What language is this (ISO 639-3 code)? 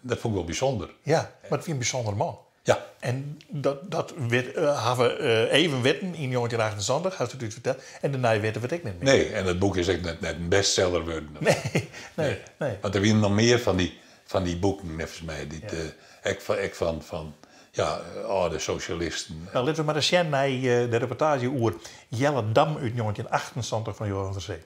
fry